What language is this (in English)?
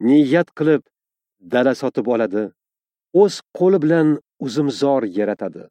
Uzbek